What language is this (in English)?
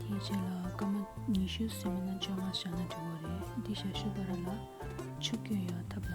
Tibetan